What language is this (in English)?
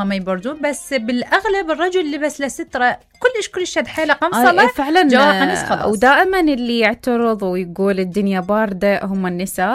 Mesopotamian Arabic